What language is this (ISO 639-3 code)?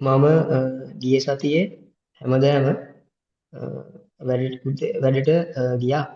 sin